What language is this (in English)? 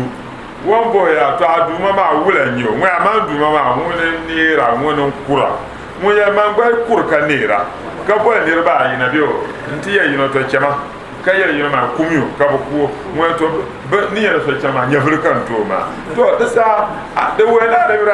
Dagbani